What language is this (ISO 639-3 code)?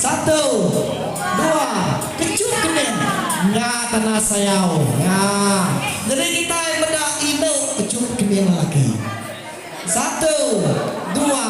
iba